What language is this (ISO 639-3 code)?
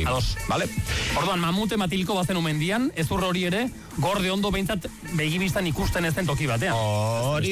eus